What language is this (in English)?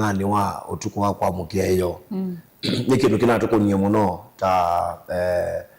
Kamba